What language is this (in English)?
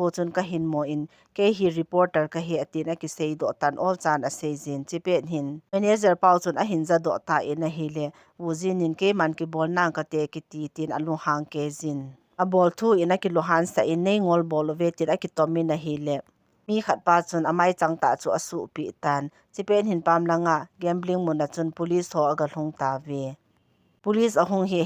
Thado Chin